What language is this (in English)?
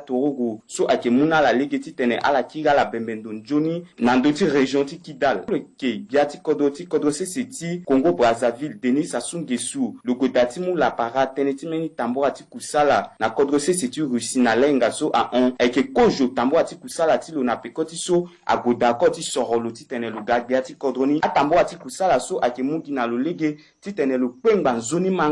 Sango